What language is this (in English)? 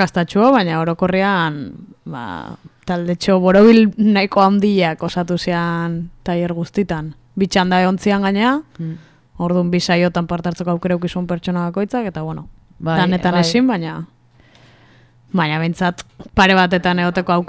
Basque